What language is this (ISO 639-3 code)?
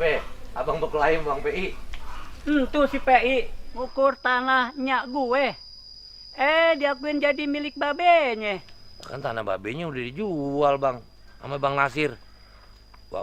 bew